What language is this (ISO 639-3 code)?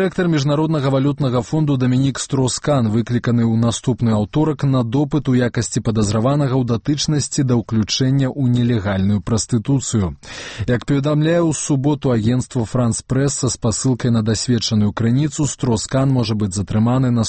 bel